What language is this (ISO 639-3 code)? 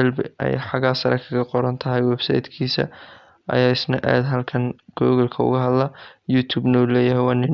som